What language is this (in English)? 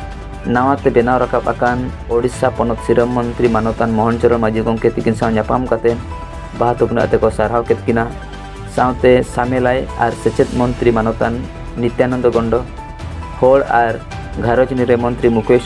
Santali